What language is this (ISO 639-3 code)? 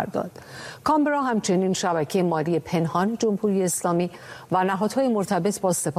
fas